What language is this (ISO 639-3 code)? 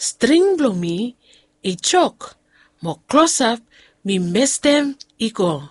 bis